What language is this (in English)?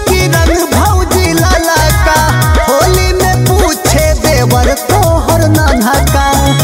Bhojpuri